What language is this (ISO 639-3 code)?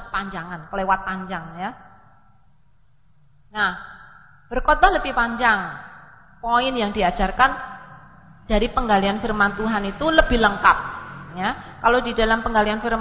ind